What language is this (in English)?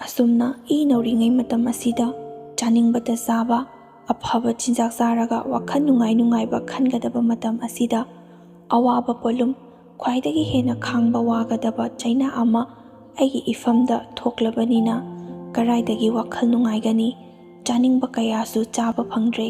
Manipuri